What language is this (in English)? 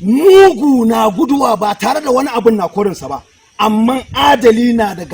Hausa